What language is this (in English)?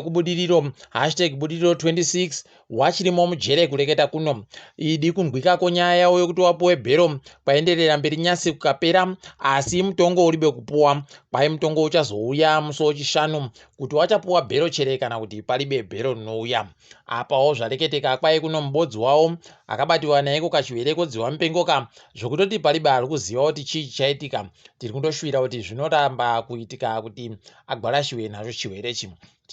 Ndau